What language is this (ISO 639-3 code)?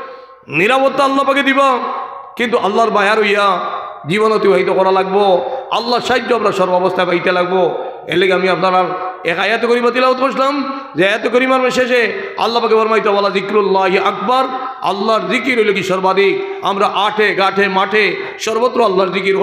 syl